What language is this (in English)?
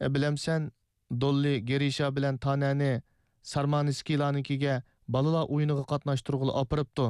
Uyghur